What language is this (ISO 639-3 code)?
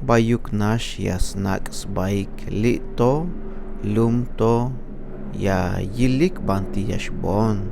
tzh